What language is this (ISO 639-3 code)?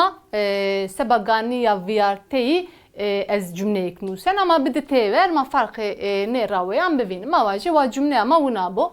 zza